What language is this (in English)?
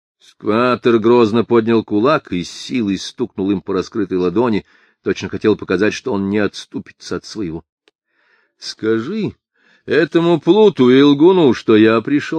Russian